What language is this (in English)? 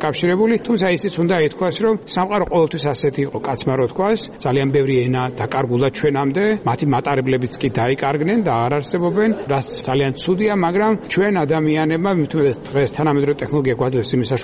Georgian